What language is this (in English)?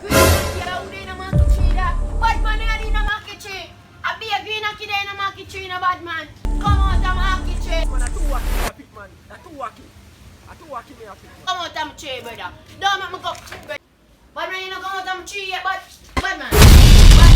Jamaican Creole English